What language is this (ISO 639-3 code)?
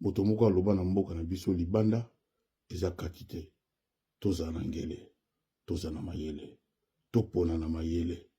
lin